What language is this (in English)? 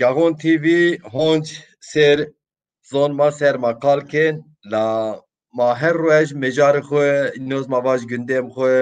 Zaza